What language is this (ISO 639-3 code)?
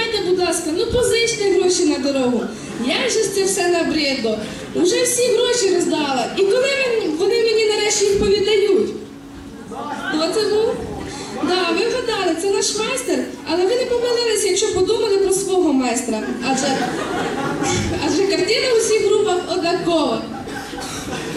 ukr